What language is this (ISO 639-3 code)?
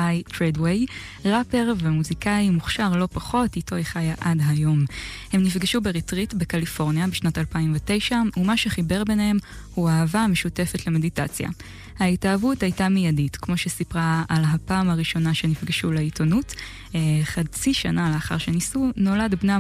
heb